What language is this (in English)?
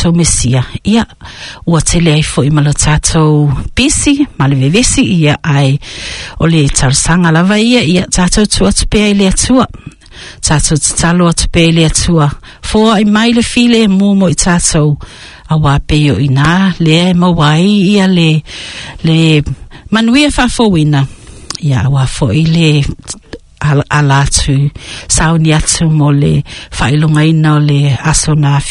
Samoan